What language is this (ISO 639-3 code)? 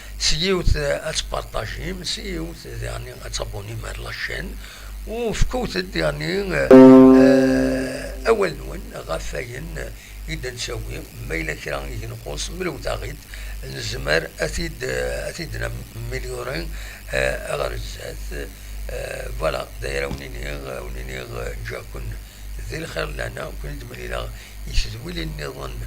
kab